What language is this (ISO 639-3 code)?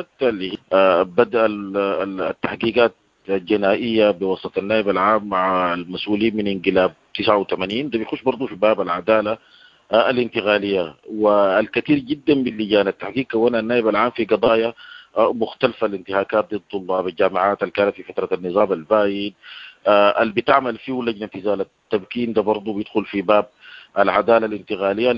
apd